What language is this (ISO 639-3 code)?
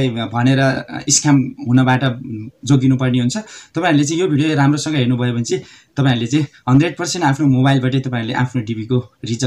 nep